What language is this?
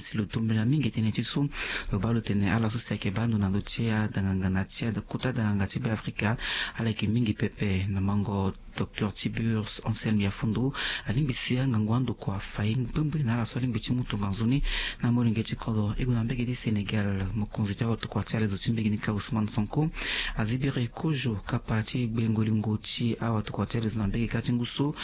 Sango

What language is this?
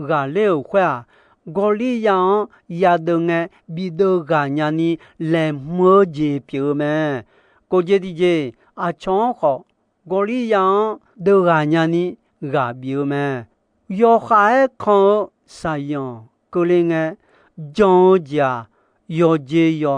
Akha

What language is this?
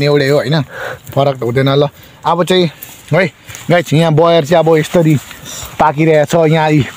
Nepali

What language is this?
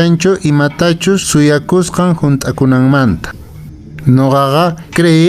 Quechua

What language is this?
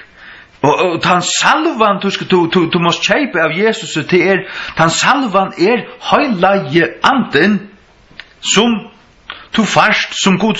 Faroese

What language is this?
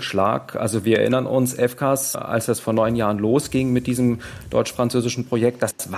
German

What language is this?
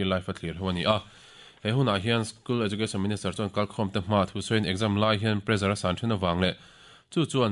Mizo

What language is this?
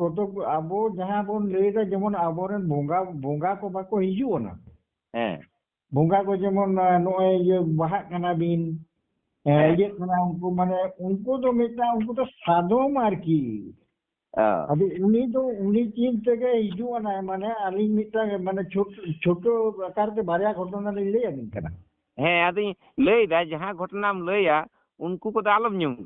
Santali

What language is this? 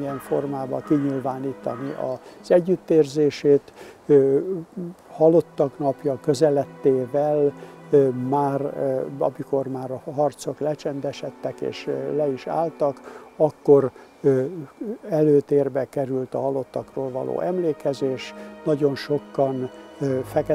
Hungarian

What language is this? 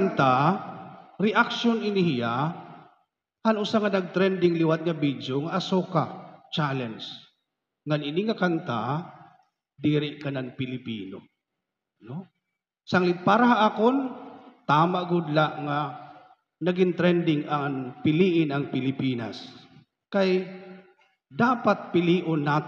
Waray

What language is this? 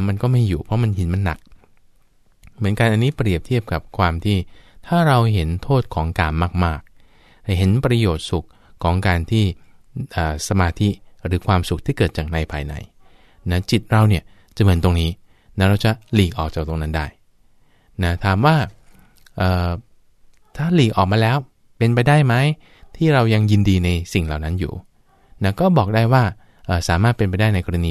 Thai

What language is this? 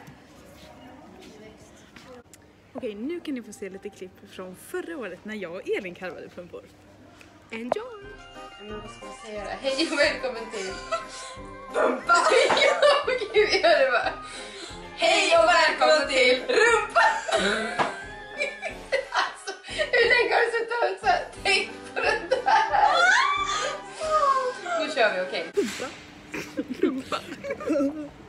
Swedish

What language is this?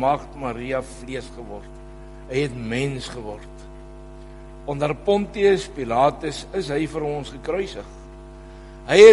Afrikaans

